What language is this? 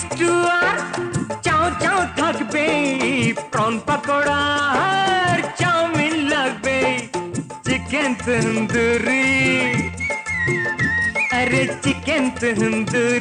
Bangla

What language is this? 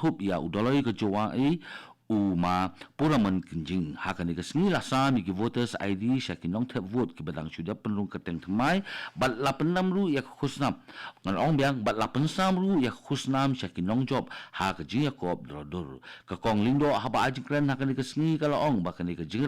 Khasi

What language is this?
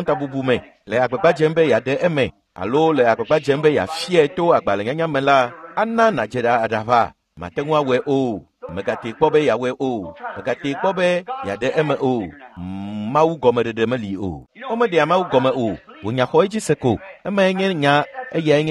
Ewe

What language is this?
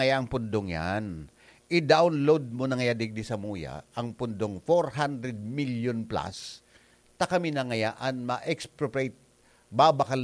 Bikol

